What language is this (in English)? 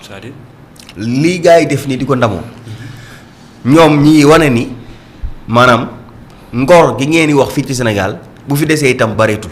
Wolof